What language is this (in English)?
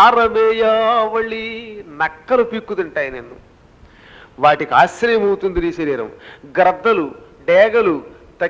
Telugu